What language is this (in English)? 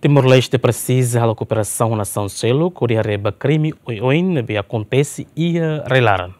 Tetum